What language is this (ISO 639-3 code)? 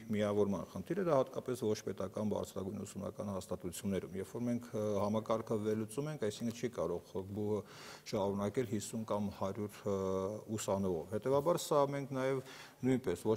hye